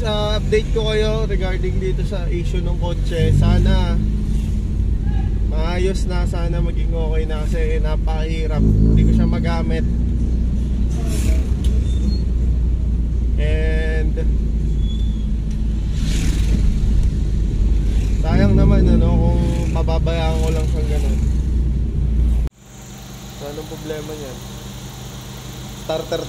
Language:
Filipino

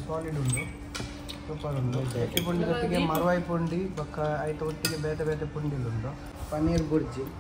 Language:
Tulu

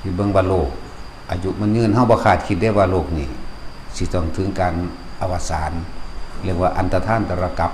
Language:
Lao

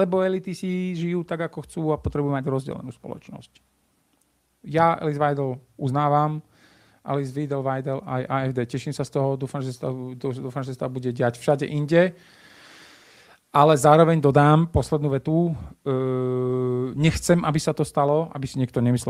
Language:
Slovak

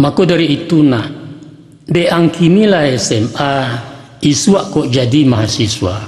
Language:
Minangkabau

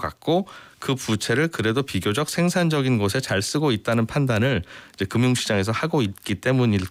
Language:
Korean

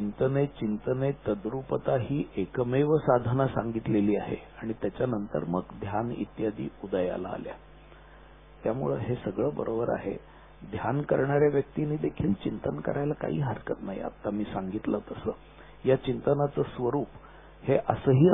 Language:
Marathi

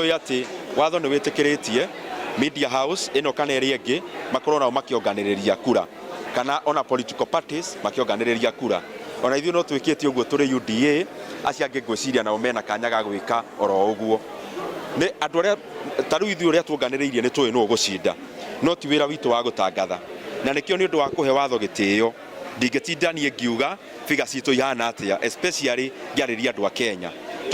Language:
Kikuyu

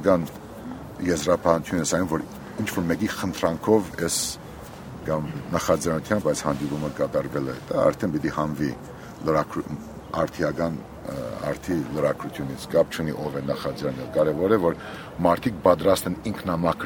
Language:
Armenian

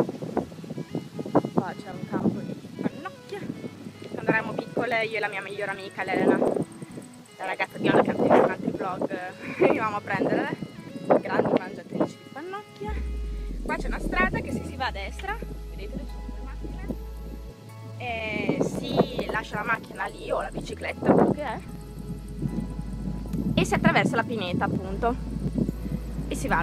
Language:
Italian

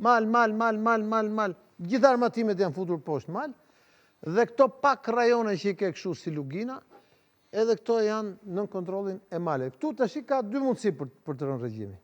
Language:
Albanian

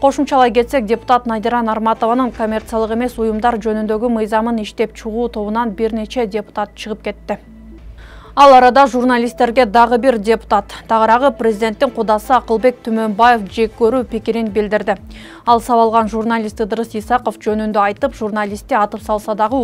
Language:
Kyrgyz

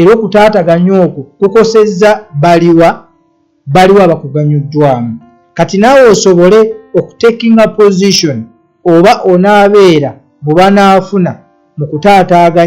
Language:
Ganda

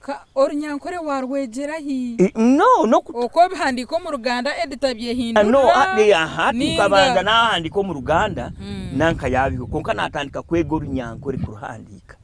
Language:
Nyankole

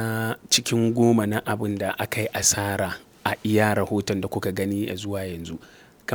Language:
Hausa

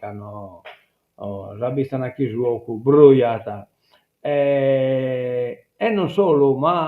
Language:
Sardinian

